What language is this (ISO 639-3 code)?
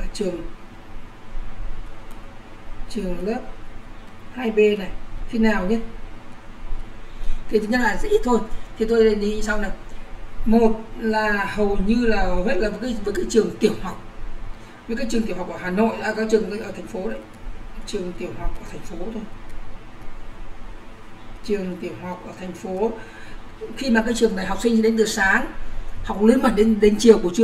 vie